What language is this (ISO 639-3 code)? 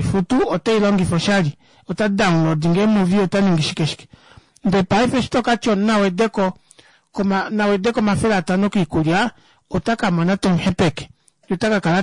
kua